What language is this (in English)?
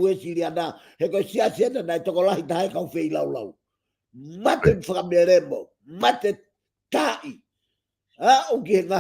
Tongan